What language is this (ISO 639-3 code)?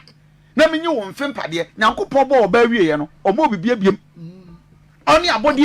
aka